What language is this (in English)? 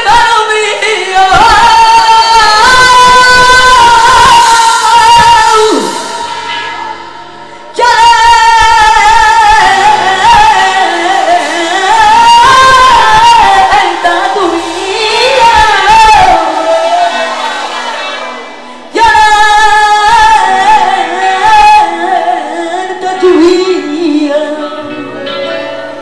Spanish